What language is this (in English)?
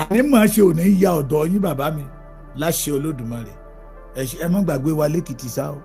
Yoruba